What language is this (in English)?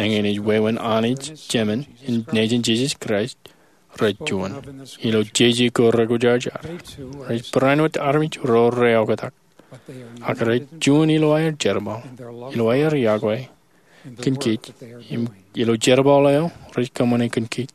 Marshallese